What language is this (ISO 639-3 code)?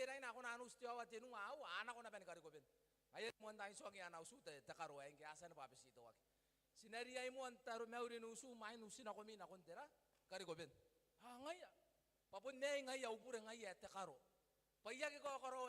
gil